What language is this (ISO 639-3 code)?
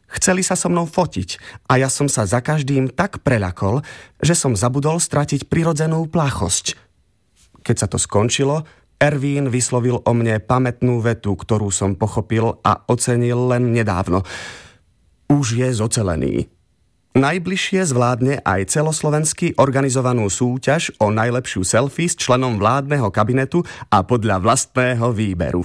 slk